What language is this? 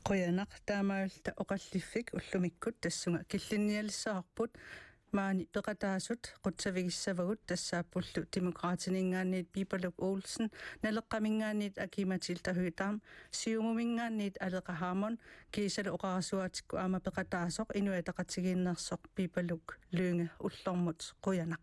Kalaallisut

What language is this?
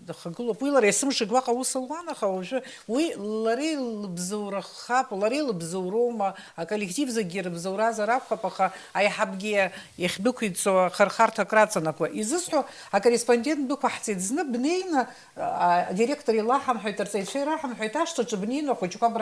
Abkhazian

